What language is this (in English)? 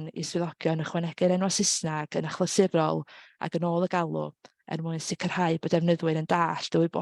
Welsh